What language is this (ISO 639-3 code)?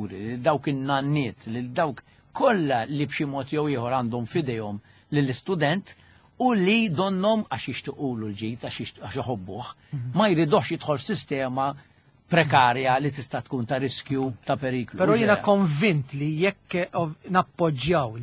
mlt